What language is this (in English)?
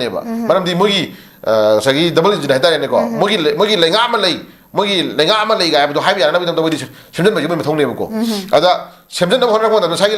Manipuri